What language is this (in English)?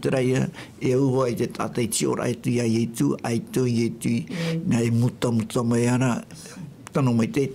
Tahitian